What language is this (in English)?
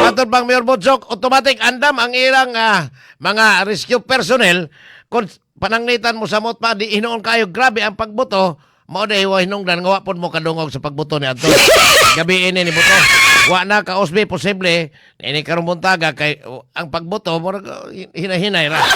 Cebuano